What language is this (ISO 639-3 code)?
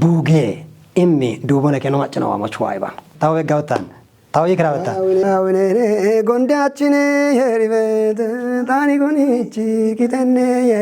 kbr